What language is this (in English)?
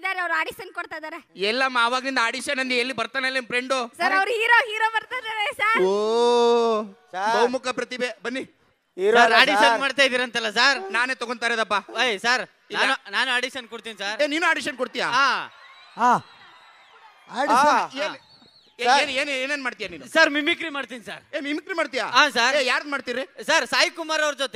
Kannada